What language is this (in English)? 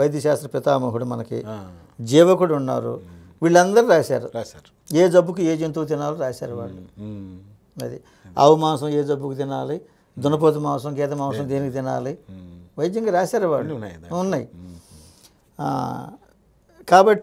Telugu